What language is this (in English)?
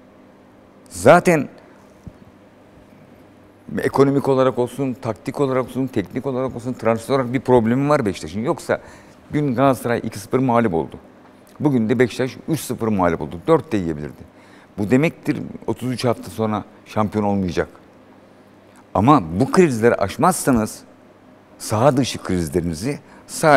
Turkish